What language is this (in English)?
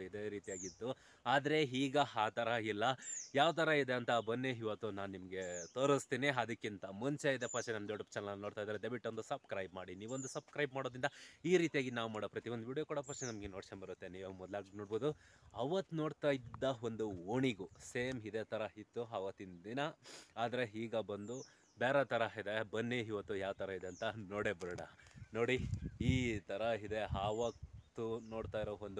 Kannada